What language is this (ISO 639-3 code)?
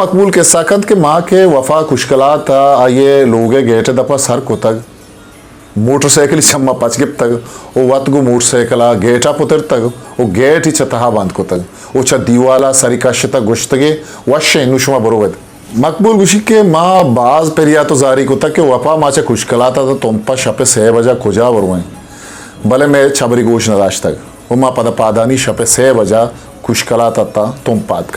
bgp